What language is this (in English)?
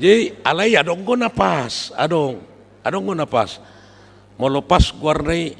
Batak Toba